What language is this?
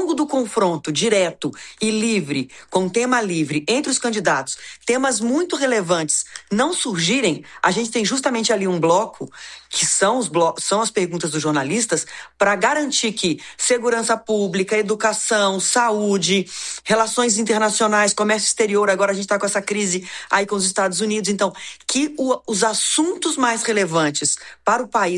Portuguese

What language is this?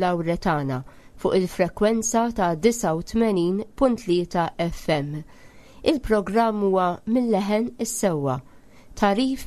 Maltese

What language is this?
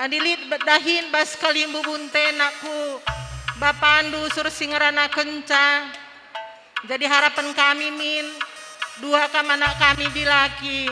Batak Karo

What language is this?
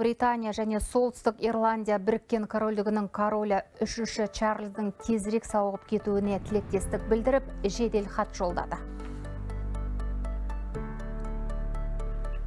Kazakh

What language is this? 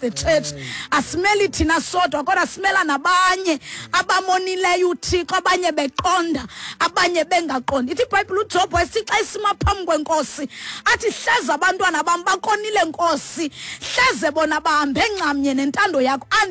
Xhosa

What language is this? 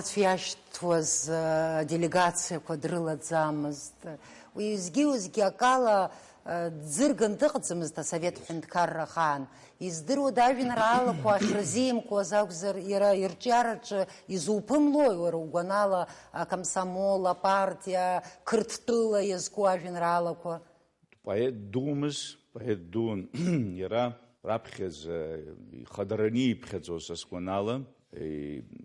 Abkhazian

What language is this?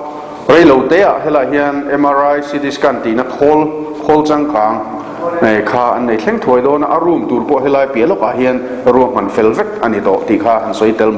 Mizo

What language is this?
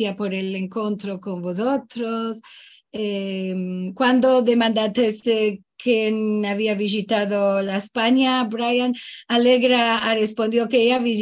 Ladino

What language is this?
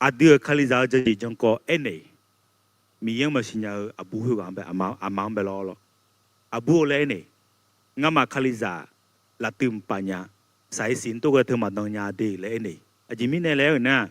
Akha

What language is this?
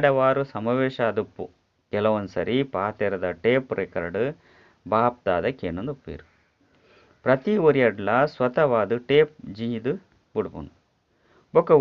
Tulu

